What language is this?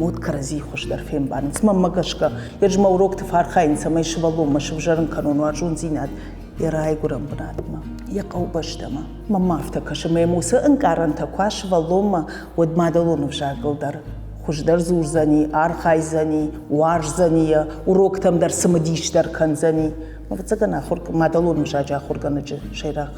Ossetic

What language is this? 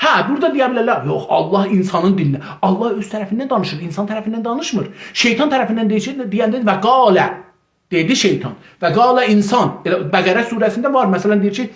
South Azerbaijani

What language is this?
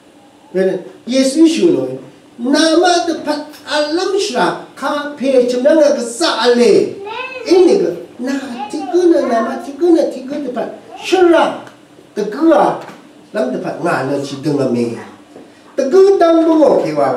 Rawang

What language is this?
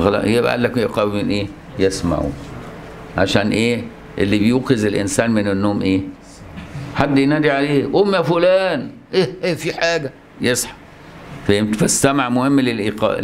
Egyptian Arabic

